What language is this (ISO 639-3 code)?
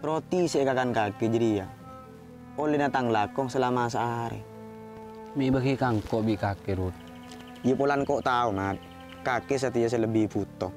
mad